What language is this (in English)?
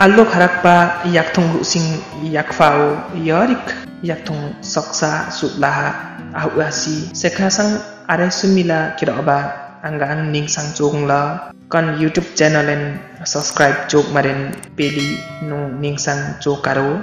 Limbu